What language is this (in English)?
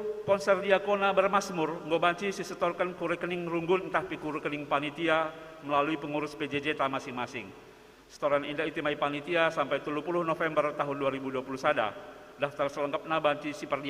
Batak Karo